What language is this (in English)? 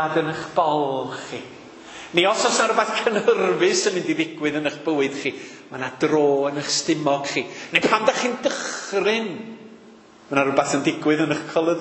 Welsh